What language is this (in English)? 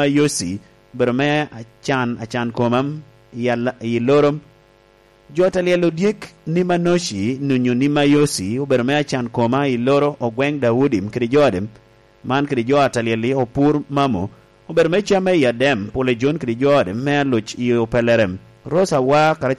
Lango (Uganda)